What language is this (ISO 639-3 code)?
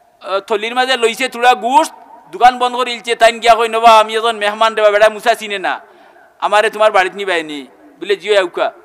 syl